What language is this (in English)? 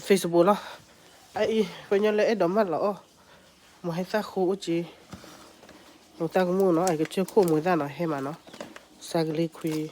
S'gaw Karen